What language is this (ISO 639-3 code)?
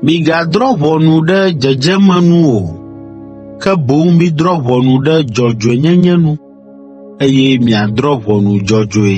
ewe